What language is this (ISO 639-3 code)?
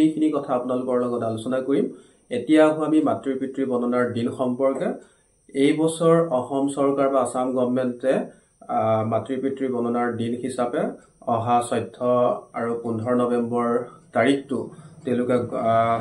asm